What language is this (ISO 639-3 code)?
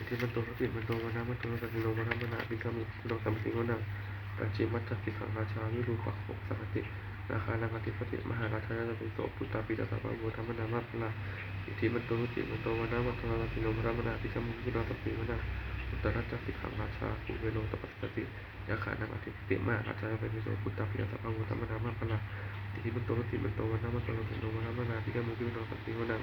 pli